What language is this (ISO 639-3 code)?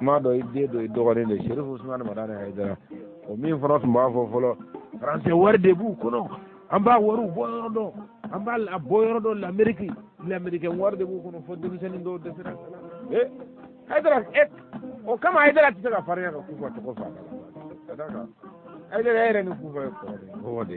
bam